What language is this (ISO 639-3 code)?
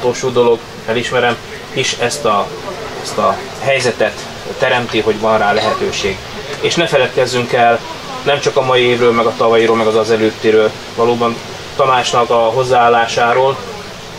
hun